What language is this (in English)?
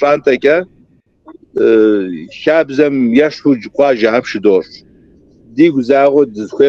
Kabardian